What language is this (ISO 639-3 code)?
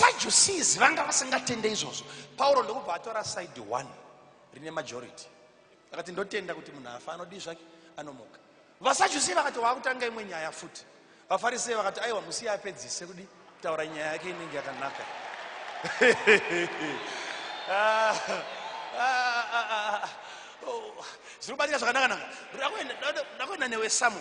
sna